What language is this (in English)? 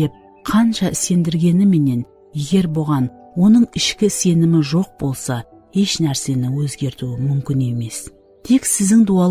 Kara-Kalpak